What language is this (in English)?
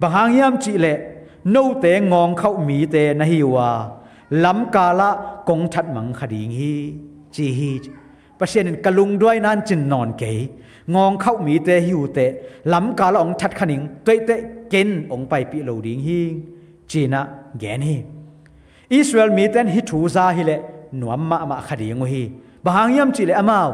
Tedim Chin